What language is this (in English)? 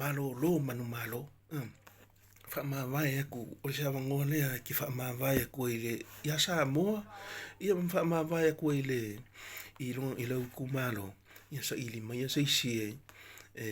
Samoan